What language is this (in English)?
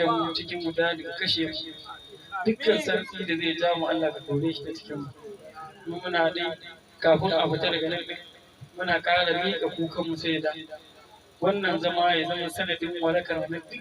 Hausa